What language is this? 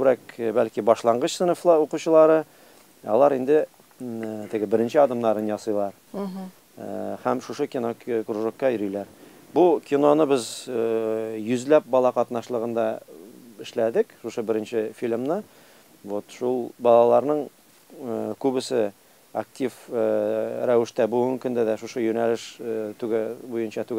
Tatar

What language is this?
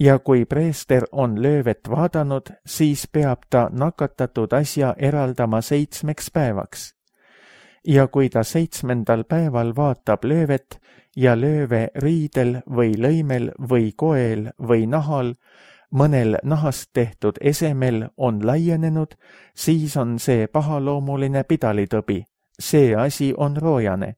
Estonian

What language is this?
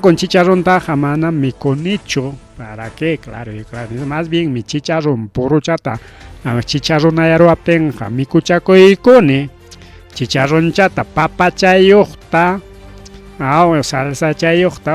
Ayacucho Quechua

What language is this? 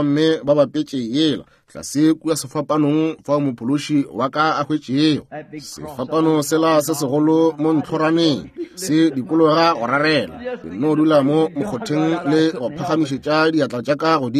Northern Sotho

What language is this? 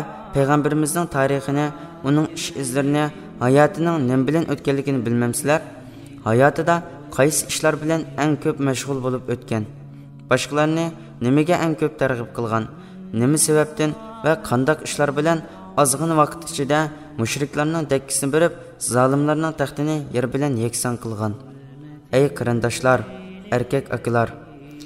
Uyghur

